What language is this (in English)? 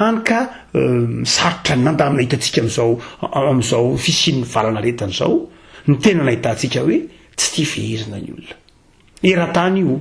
Malagasy